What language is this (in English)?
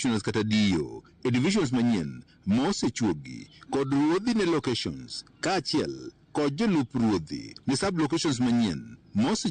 Luo (Kenya and Tanzania)